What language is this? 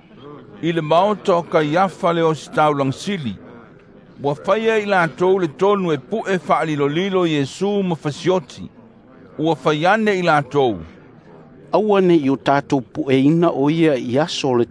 Samoan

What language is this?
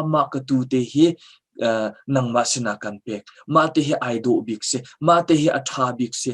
Hakha Chin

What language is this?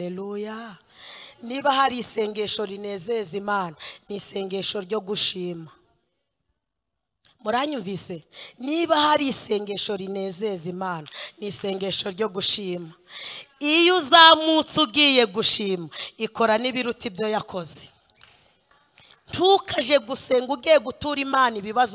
Kinyarwanda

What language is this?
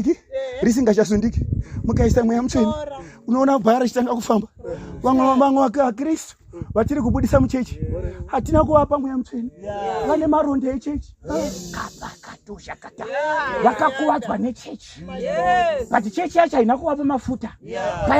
Shona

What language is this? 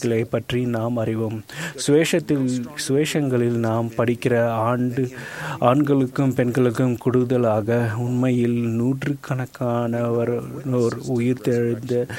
Tamil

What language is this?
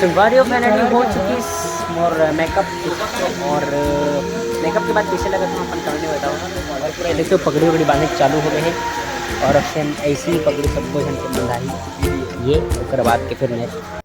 Chhattisgarhi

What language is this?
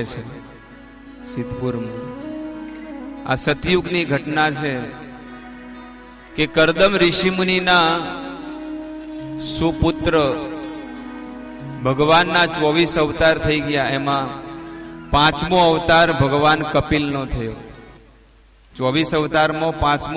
Gujarati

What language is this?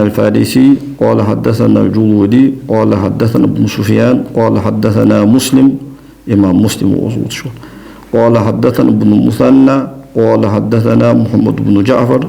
Ingush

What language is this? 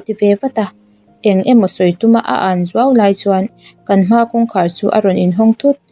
Mizo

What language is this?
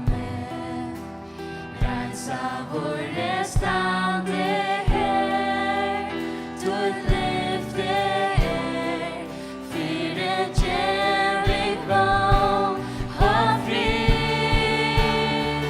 Faroese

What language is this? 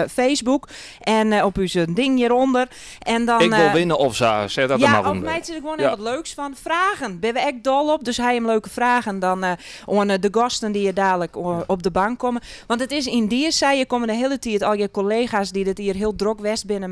Western Frisian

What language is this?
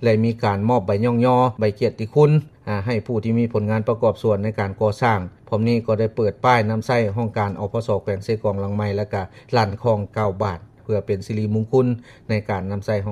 Lao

